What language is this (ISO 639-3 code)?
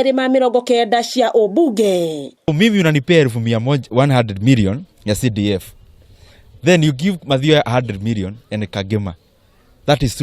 kik